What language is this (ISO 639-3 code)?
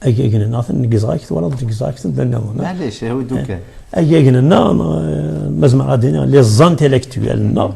kab